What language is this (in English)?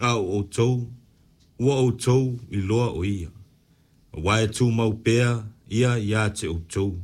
Samoan